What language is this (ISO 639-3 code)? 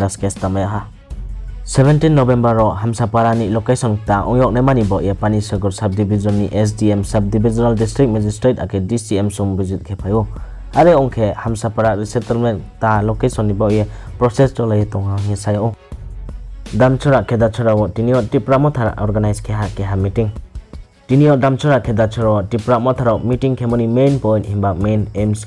ria